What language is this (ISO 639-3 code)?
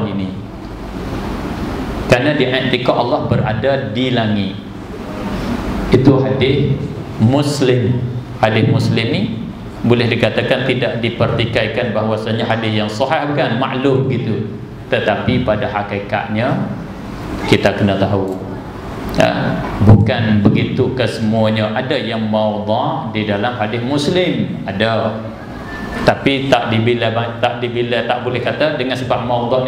msa